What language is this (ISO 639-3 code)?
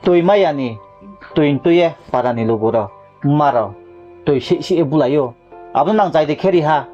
ria